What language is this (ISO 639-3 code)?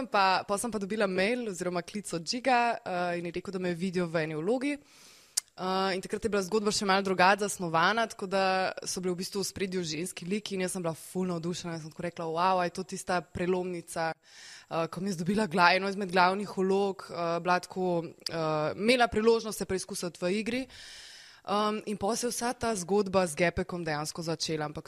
slv